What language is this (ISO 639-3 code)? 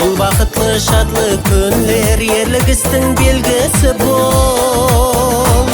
kaa